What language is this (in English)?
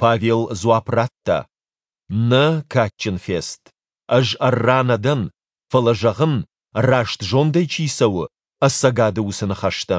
Ossetic